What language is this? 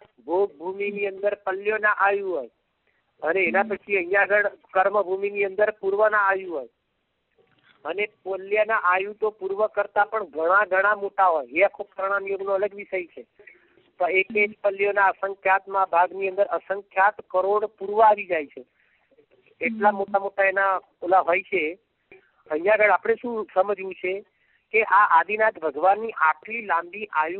Gujarati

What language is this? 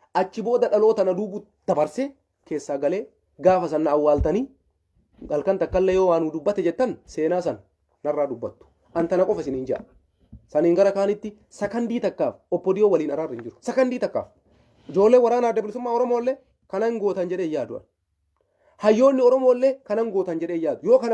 Oromo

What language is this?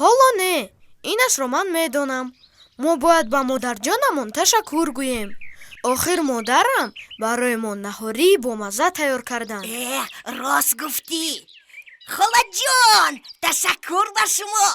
Tajik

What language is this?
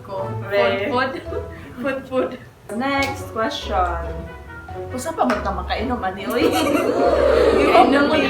Cebuano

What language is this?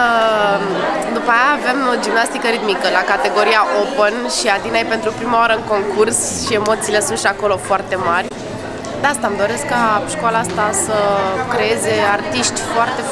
Romanian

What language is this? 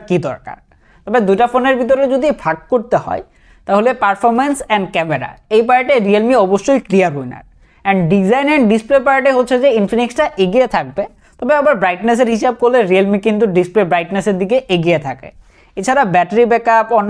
Bangla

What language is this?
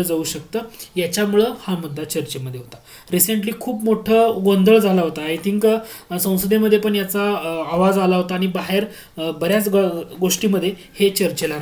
Marathi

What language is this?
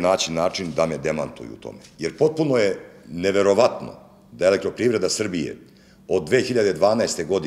Serbian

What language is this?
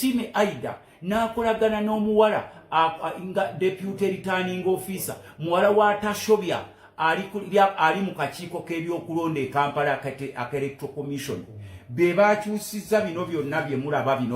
Ganda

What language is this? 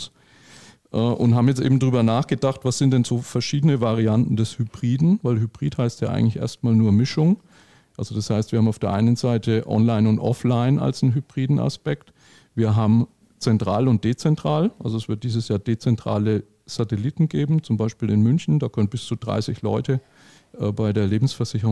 German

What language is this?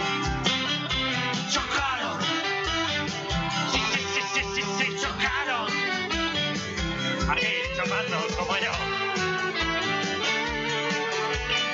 Basque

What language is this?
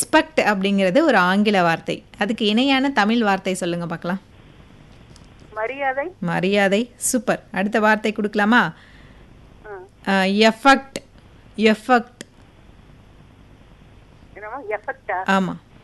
Tamil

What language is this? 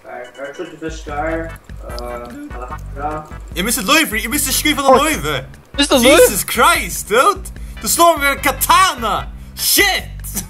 Faroese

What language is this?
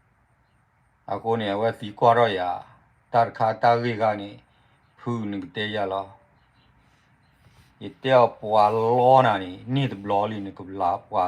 S'gaw Karen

